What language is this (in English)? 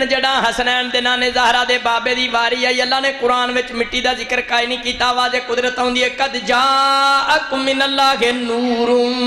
Saraiki